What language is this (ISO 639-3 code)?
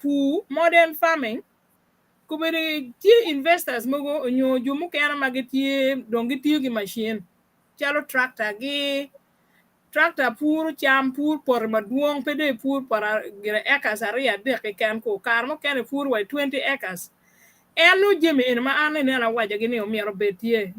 ach